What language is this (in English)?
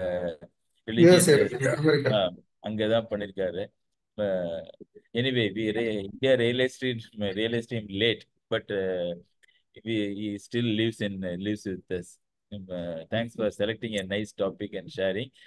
Tamil